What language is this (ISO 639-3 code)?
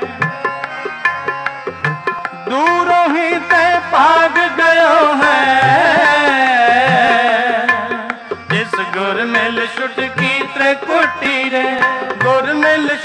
pan